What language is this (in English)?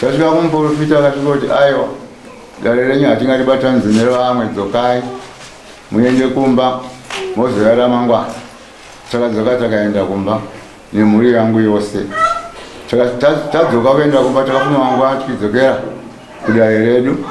Shona